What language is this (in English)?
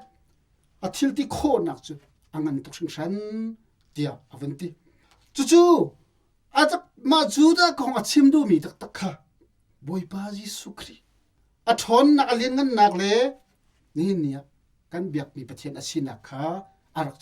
Hakha Chin